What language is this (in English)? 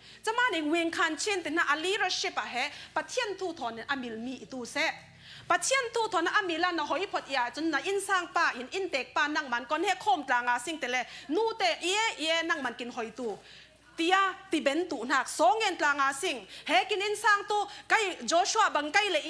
Falam Chin